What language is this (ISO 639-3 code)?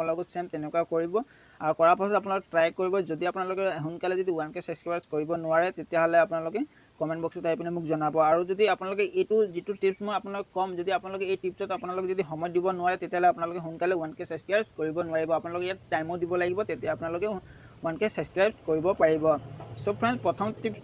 asm